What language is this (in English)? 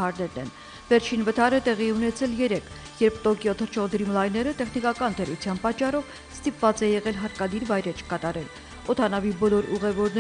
Armenian